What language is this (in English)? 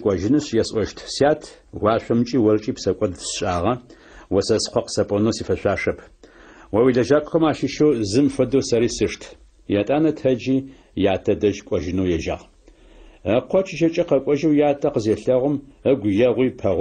Adyghe